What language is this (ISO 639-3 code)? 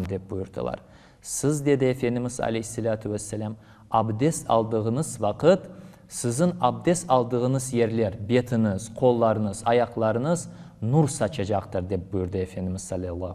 crh